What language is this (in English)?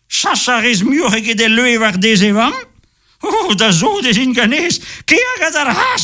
Breton